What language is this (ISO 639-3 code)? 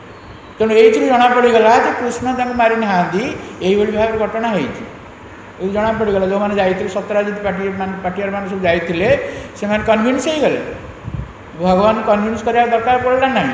ori